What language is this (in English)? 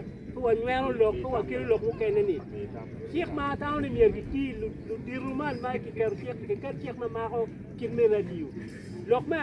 Acoli